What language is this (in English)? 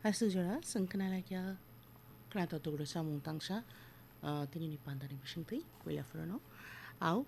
Kok Borok